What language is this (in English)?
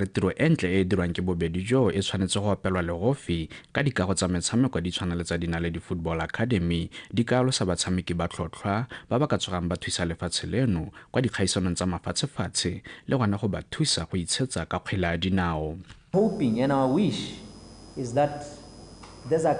Tswana